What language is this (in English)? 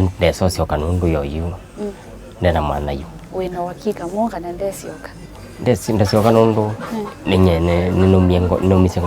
Kamba